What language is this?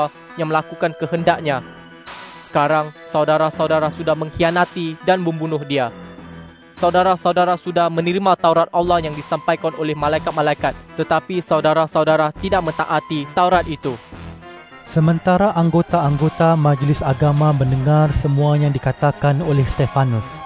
Malay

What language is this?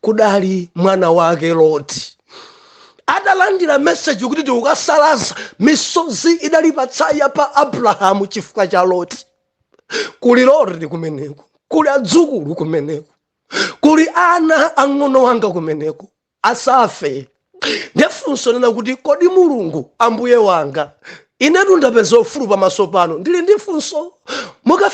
Nyanja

